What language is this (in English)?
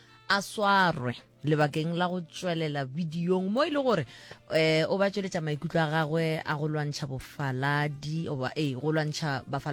Northern Sotho